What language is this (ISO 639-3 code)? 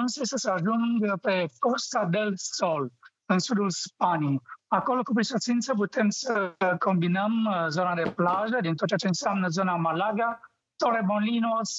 ron